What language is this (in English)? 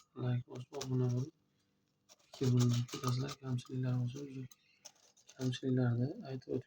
Uzbek